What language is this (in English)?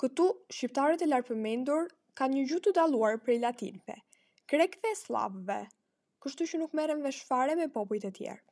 Albanian